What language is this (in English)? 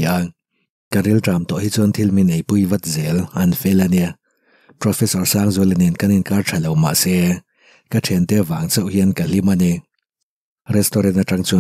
Mizo